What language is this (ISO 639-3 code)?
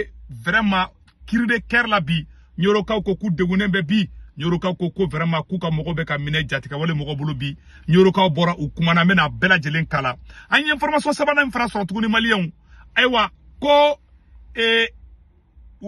bam